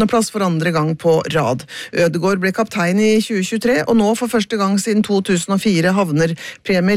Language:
Norwegian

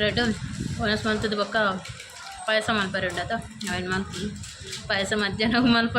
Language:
Tulu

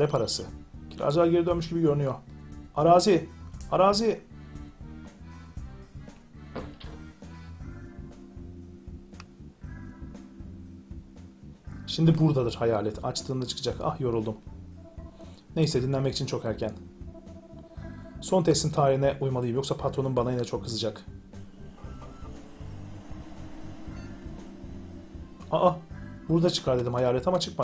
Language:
Turkish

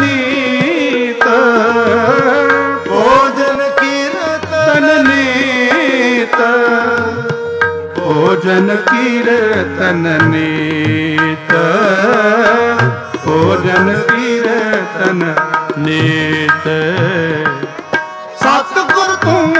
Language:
Punjabi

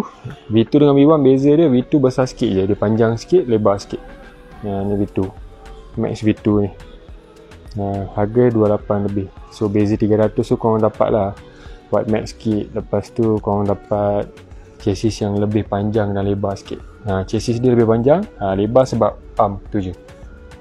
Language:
Malay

